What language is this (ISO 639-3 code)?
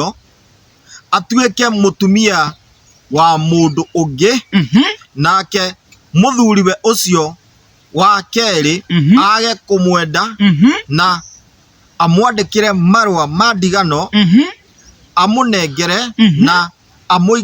kik